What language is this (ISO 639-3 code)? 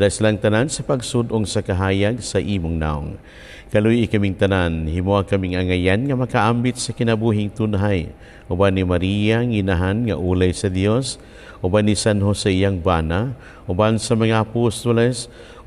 ceb